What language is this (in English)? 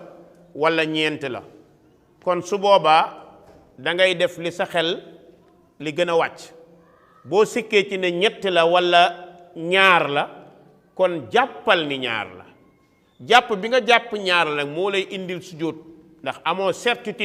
Wolof